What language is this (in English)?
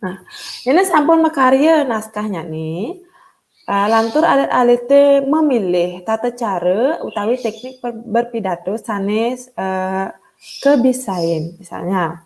Balinese